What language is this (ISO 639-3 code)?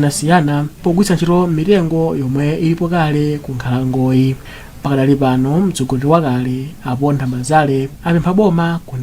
nya